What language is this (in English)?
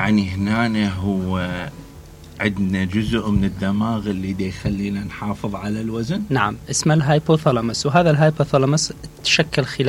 Mesopotamian Arabic